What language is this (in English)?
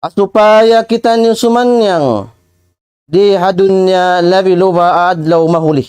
Tausug